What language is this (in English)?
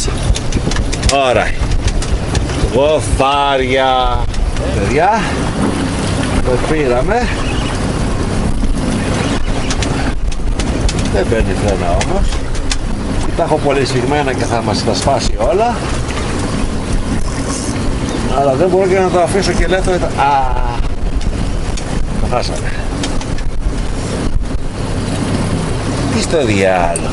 Greek